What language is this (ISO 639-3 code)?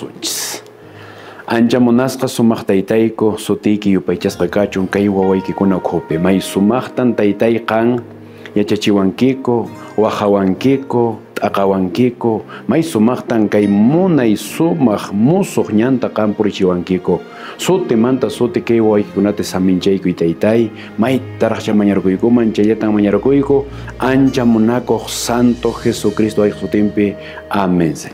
que